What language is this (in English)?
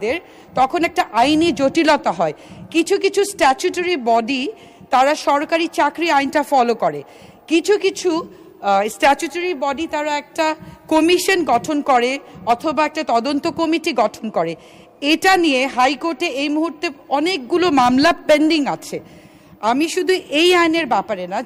Bangla